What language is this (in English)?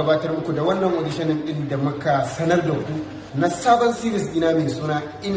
Hausa